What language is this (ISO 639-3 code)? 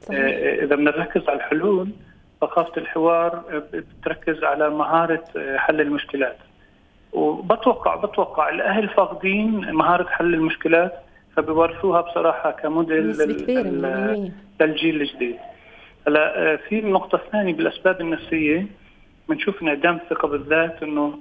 apc